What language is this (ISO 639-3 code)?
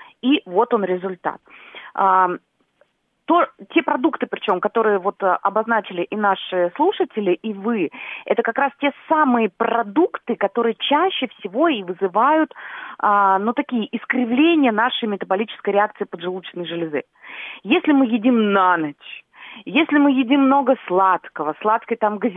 rus